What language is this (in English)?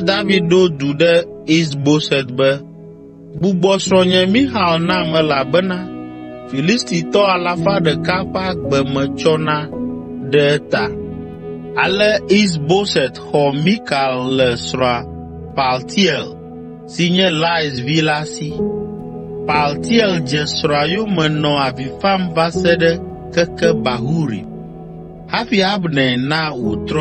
Ewe